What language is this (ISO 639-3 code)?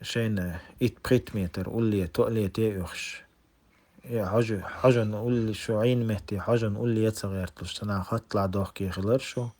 che